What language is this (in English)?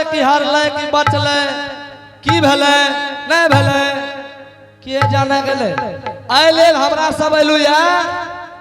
Angika